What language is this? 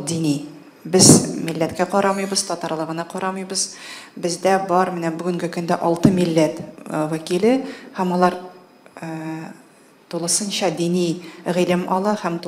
Tatar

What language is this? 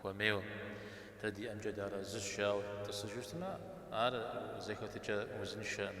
Kabardian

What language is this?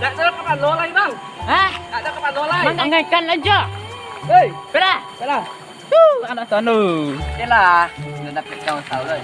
Minangkabau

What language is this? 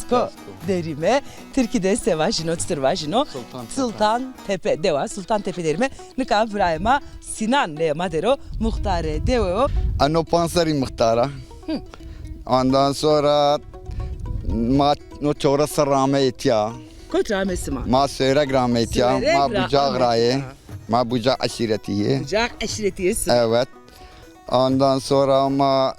Zaza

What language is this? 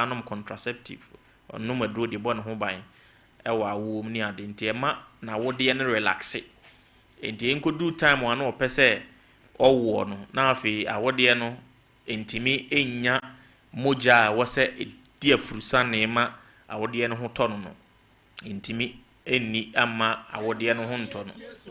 Akan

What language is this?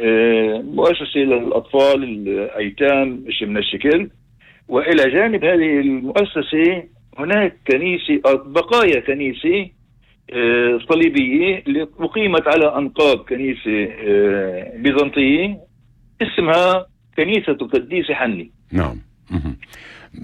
North Levantine Arabic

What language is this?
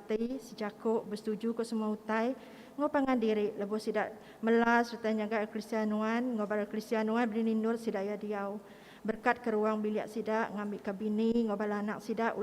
Iban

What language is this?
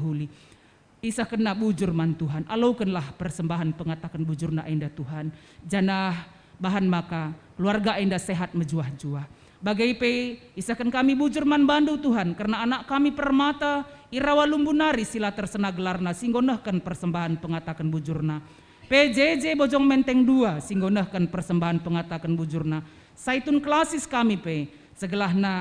Batak Karo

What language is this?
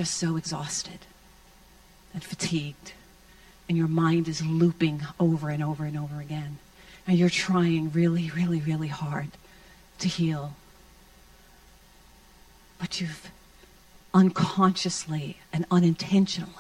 English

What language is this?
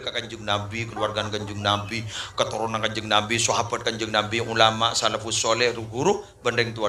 Madurese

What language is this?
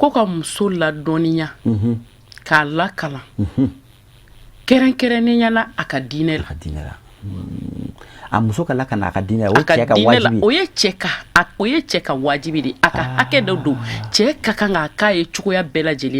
Bambara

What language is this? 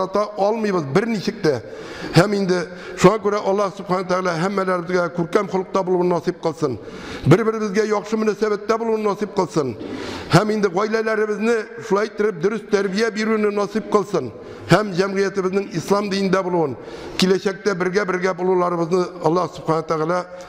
Tatar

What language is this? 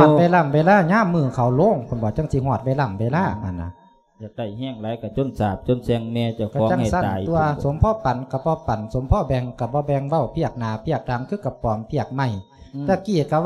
Lao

